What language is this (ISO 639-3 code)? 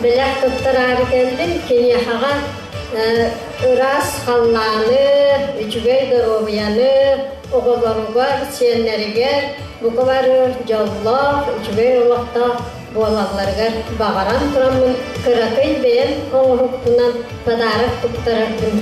sah